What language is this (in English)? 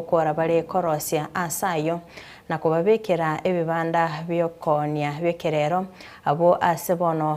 Gusii